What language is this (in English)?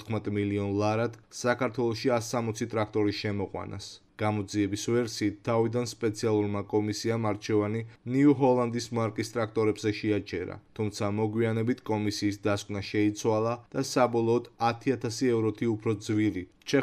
Georgian